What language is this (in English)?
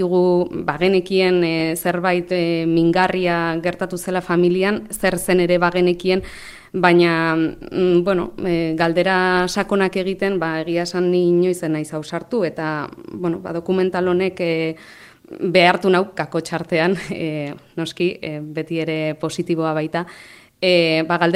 Basque